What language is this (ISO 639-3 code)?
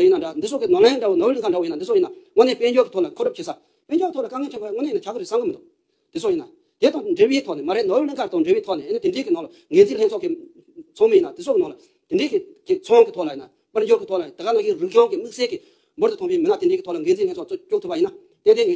bod